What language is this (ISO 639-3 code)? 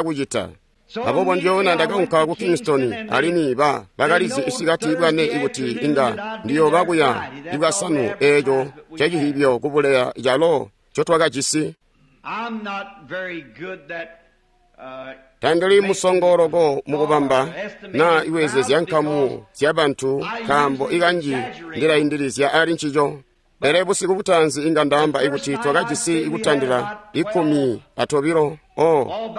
toi